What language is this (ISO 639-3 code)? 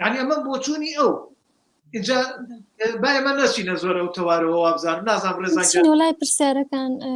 ckb